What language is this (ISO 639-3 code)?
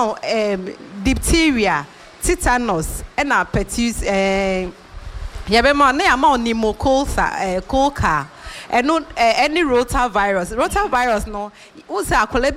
aka